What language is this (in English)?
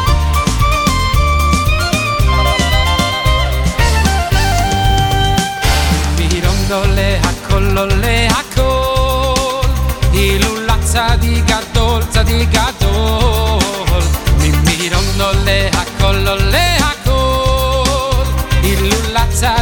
Hebrew